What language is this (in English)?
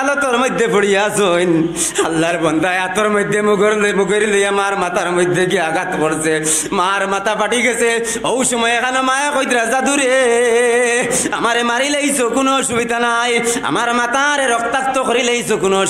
Sylheti